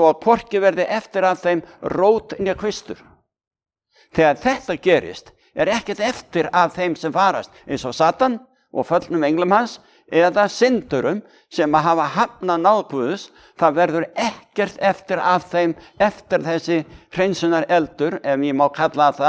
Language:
Icelandic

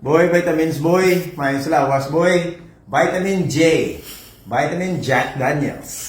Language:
Hiligaynon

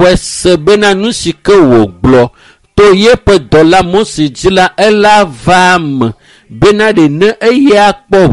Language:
Ewe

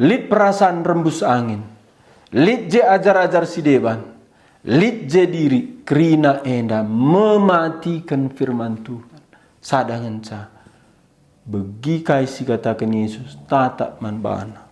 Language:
Batak Karo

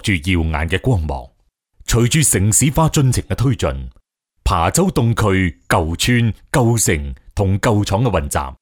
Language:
Cantonese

